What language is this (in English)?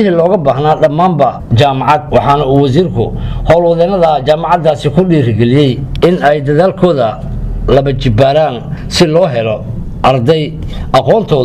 Somali